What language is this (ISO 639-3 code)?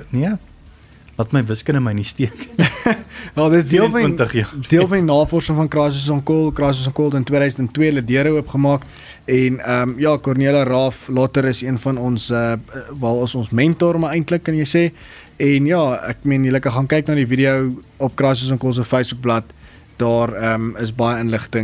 afr